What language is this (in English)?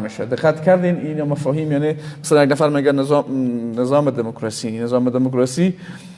Persian